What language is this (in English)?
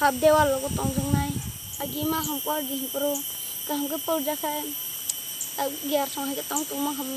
Kok Borok